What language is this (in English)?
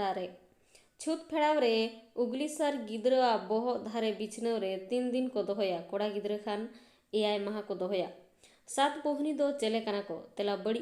Santali